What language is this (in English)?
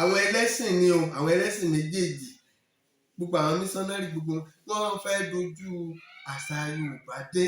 Yoruba